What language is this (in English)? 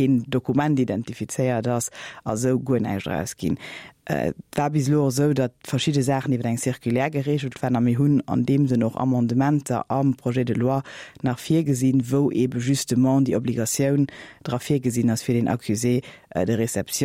Luxembourgish